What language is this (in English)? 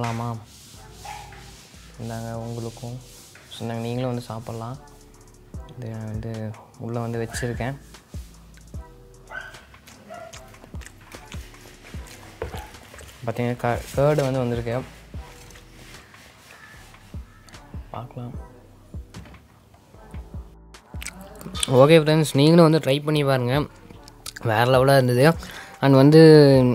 Tamil